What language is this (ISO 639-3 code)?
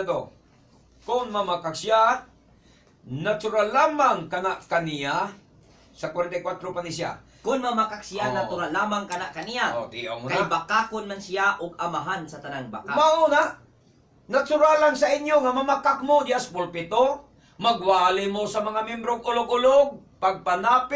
ceb